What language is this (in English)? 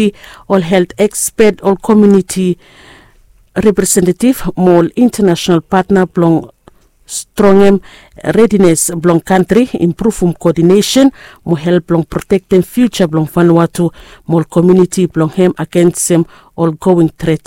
Bislama